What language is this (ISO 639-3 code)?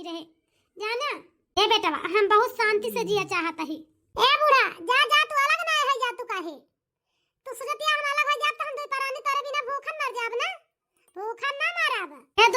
awa